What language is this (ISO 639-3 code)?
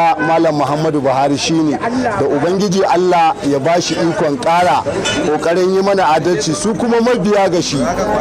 hau